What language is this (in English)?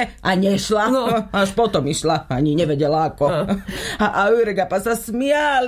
Slovak